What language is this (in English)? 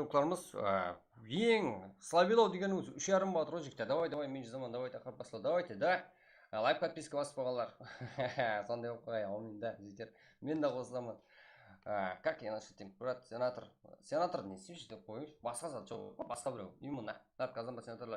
Kara-Kalpak